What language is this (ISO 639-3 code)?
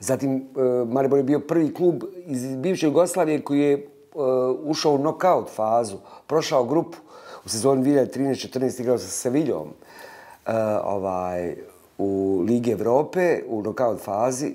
bos